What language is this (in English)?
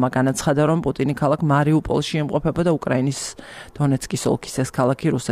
Georgian